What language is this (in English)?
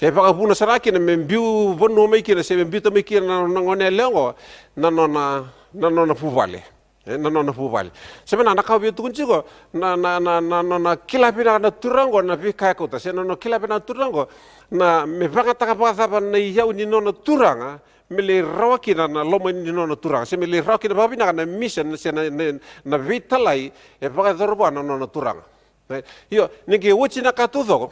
Fijian